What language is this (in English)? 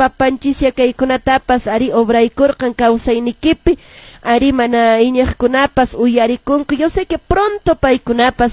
Quechua